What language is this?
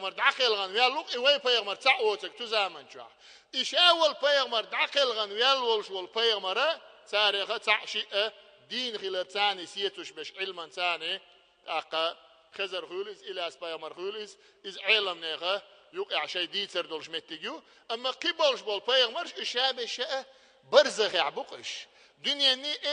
Chechen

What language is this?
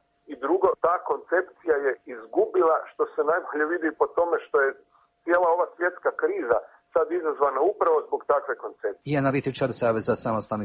Croatian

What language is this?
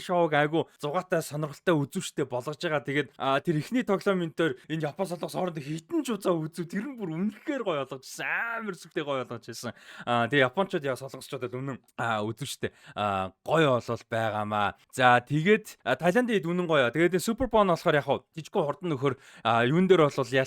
Mongolian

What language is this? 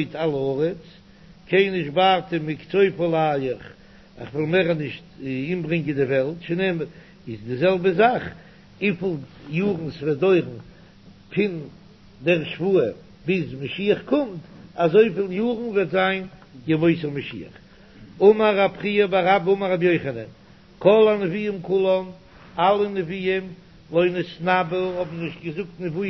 Yiddish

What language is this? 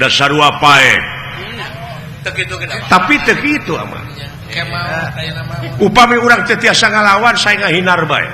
Sundanese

